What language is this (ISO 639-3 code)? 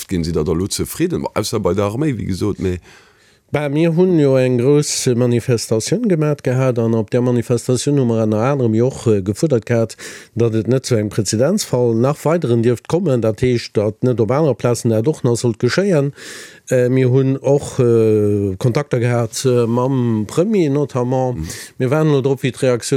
ltz